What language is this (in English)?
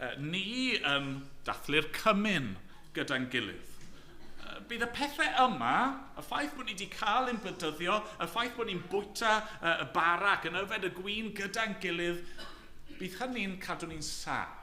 Welsh